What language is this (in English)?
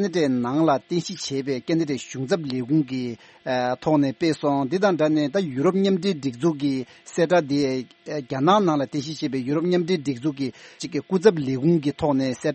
Tibetan